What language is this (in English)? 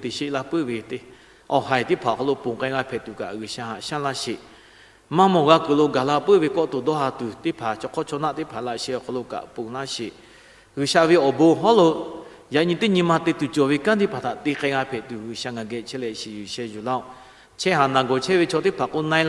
Lahu